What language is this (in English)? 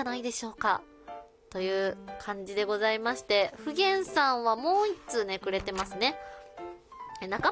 Japanese